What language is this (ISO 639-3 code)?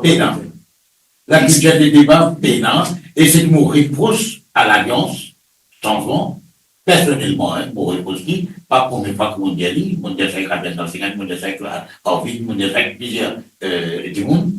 mfe